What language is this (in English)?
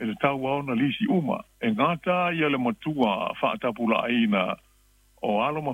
Samoan